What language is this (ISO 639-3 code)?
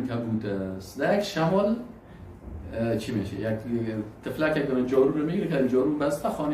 fas